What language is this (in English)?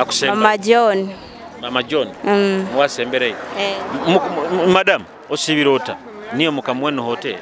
Nyoro